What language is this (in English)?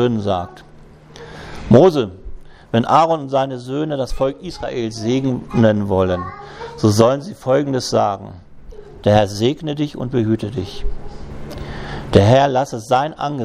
German